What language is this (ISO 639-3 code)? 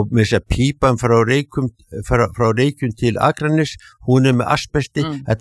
isl